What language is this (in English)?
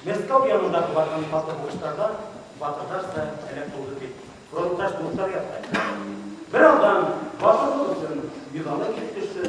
Bashkir